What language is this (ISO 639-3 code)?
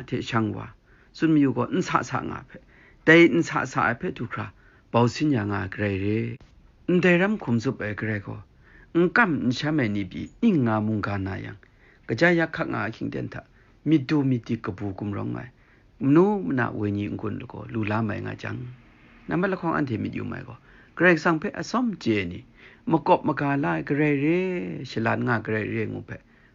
kac